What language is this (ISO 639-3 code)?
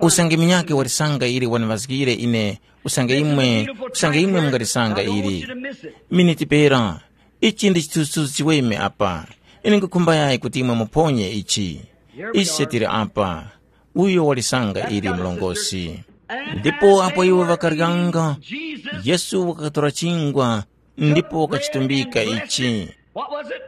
tum